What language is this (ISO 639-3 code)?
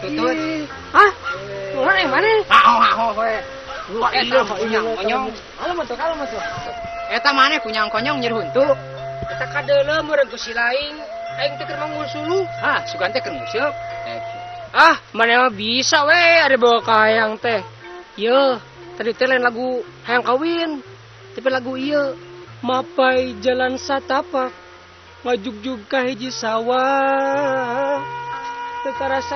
sun